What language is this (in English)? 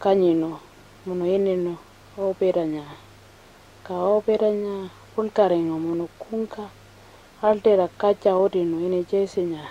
Pitjantjatjara